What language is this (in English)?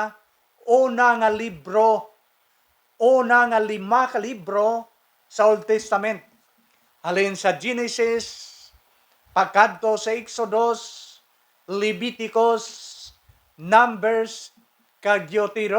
Hiligaynon